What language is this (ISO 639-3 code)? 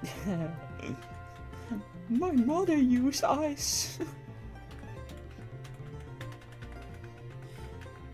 nld